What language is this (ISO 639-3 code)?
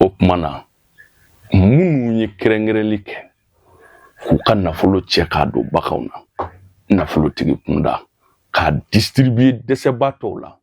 bam